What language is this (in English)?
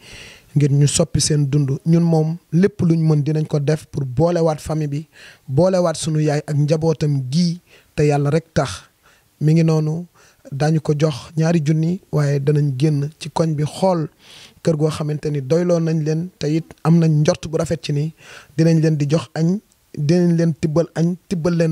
Wolof